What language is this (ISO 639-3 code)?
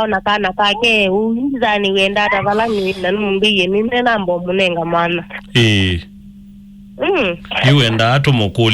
kam